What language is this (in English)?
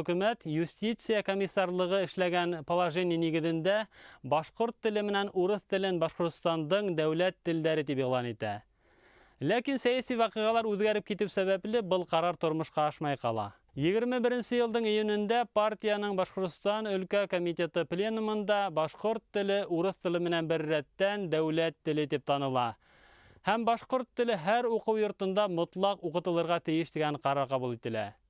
Bashkir